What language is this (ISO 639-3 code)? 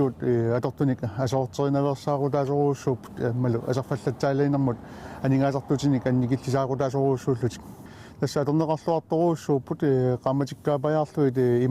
kal